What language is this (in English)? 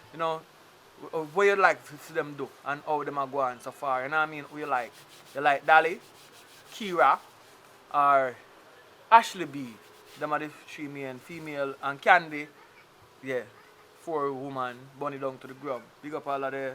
Jamaican Creole English